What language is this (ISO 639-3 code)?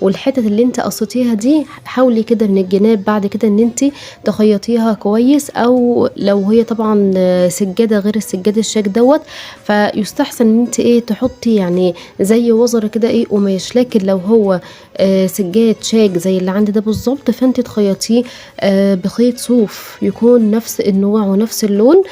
arz